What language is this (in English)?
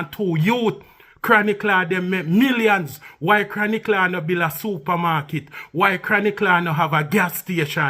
Jamaican Creole English